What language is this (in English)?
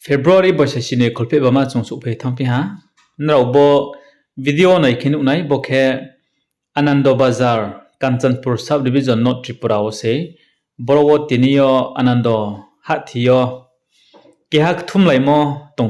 Riang (India)